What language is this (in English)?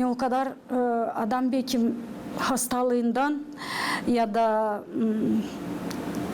Gagauz